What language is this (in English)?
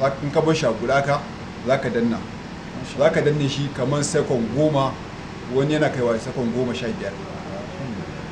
Hausa